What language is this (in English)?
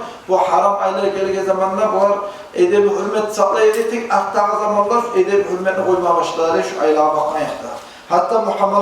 Kumyk